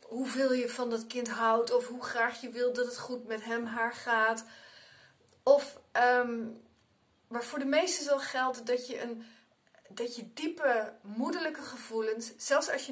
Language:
Dutch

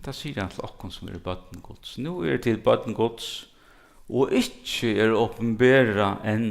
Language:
Faroese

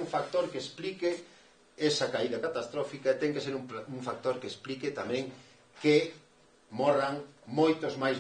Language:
Galician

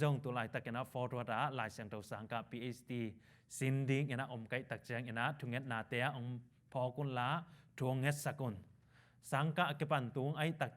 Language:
Tedim Chin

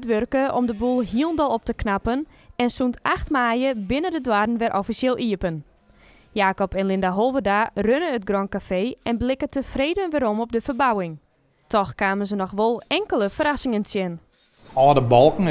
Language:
Western Frisian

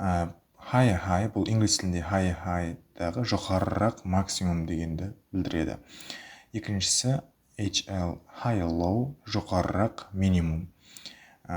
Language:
Kara-Kalpak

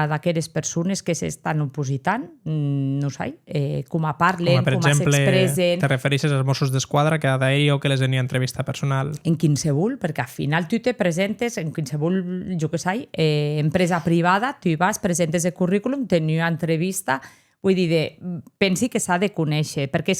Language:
Occitan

